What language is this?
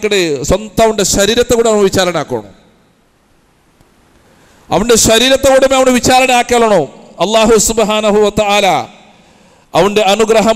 Malayalam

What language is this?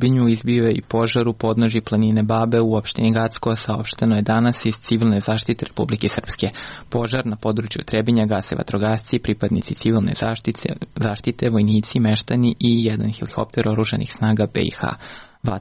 Serbian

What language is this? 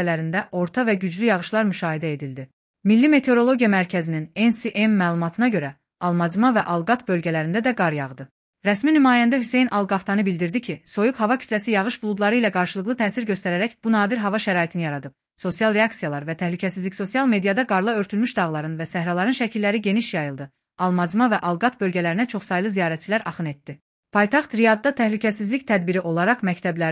Azerbaijani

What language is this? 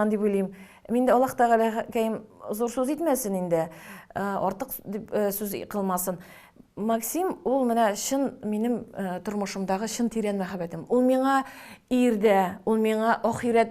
Tatar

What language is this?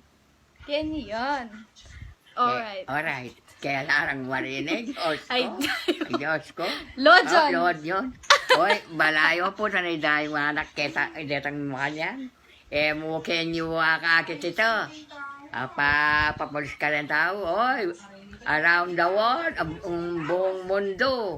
Pampanga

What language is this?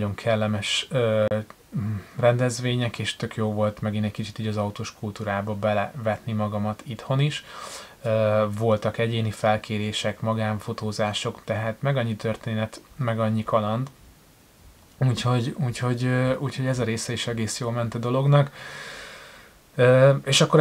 Hungarian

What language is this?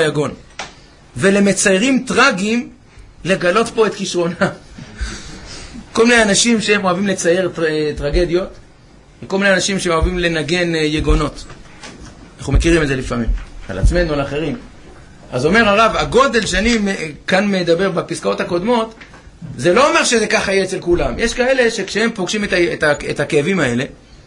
Hebrew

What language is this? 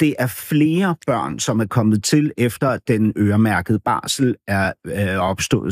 Danish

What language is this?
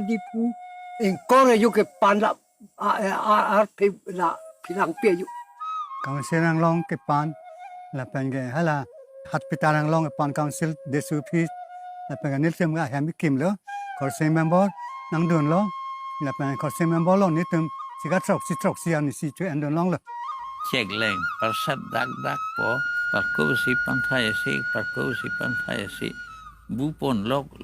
Karbi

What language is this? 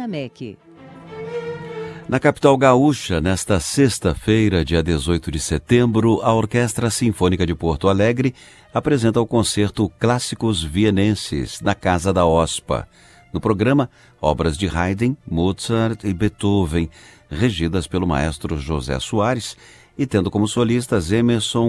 Portuguese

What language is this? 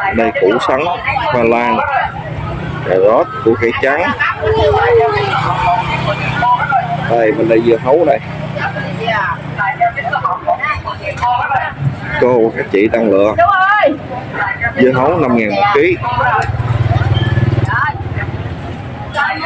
Vietnamese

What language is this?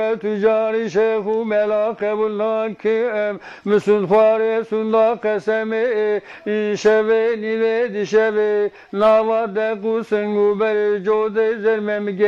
Zaza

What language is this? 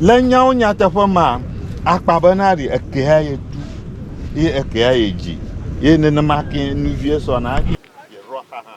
Ewe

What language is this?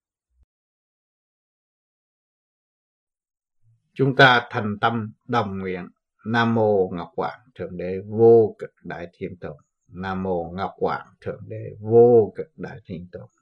Vietnamese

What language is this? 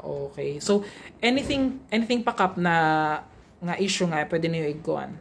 Waray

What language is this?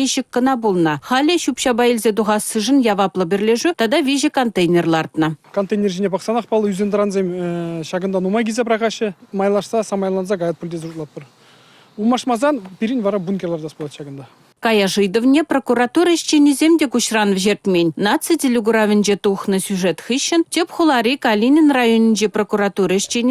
Chuvash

